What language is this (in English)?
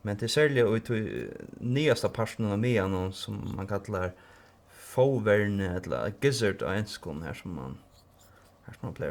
Faroese